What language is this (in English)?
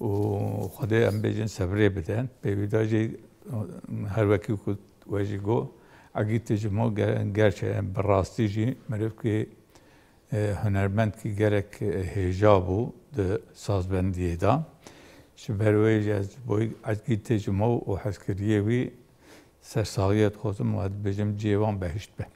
Kurdish